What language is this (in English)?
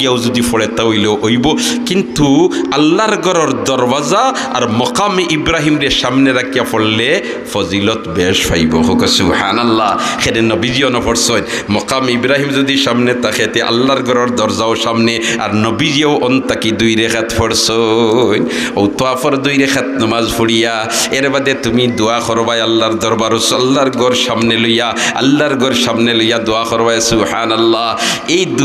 Sylheti